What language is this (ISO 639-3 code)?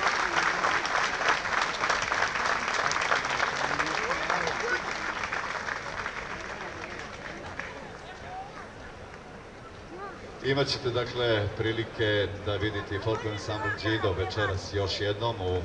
srp